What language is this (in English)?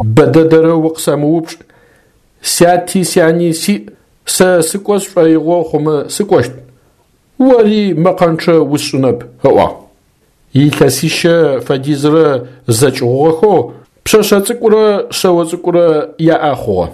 Adyghe